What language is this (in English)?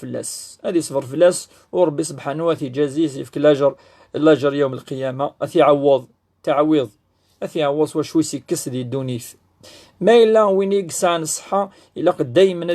Kabyle